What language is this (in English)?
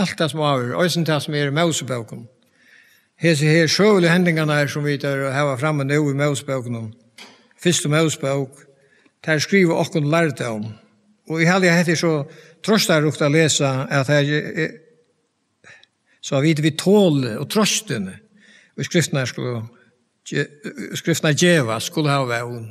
Faroese